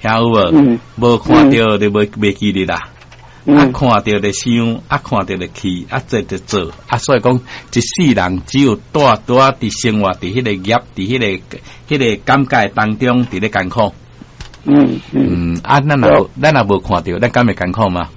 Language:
Min Nan Chinese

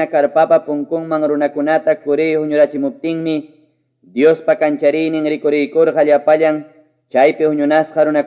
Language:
Ayacucho Quechua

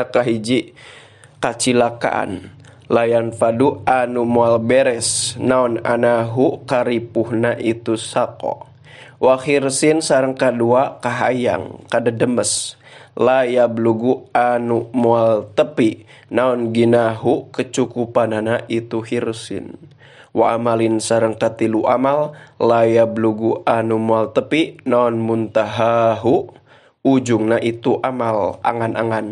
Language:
Sundanese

